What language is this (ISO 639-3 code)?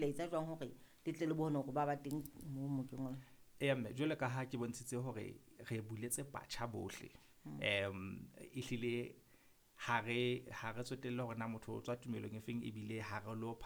sot